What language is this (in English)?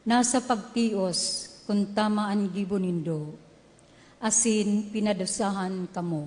Bikol